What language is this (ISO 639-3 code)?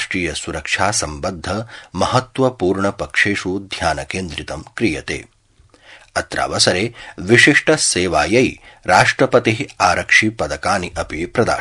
san